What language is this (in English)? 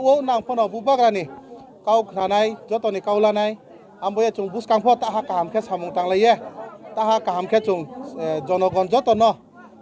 Riang (India)